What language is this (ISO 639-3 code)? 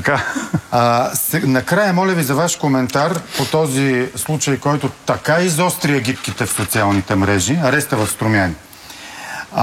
bul